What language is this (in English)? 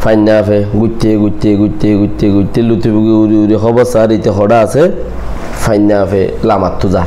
Rohingya